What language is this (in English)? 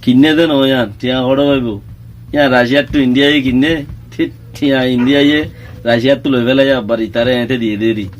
Rohingya